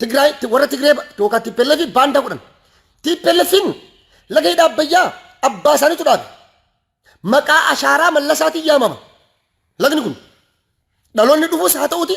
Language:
Oromo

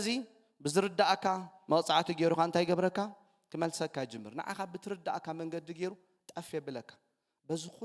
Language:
Tigrinya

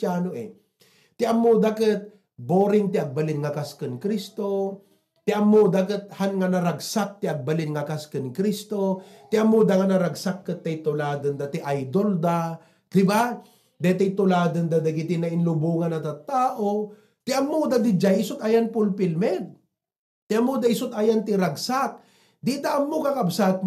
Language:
Iloko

